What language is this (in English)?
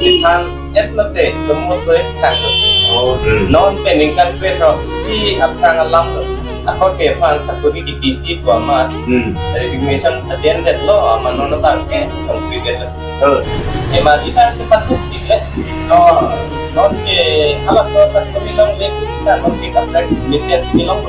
Karbi